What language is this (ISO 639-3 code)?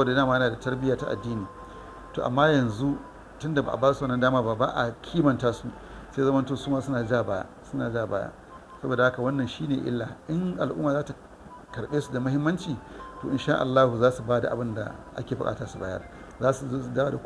hau